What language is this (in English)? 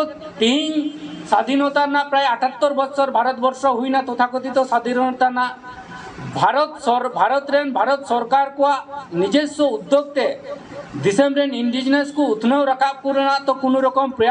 Santali